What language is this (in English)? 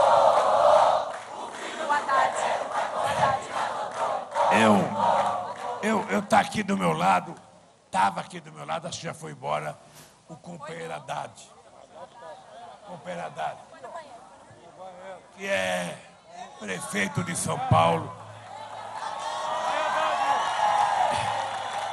Portuguese